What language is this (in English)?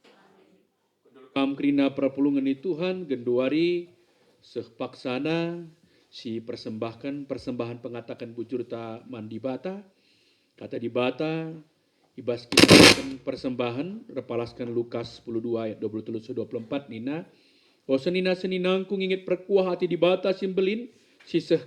Batak Karo